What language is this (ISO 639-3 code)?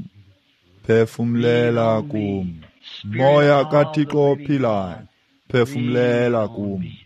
xho